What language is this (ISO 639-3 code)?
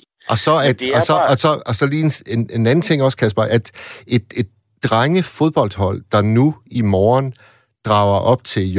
dan